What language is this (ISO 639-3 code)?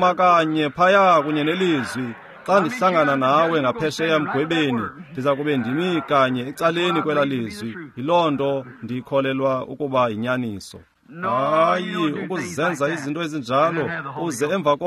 xho